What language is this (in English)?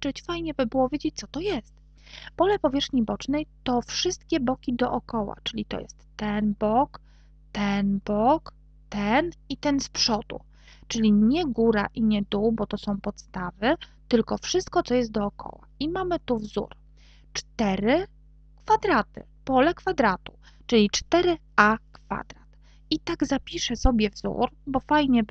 Polish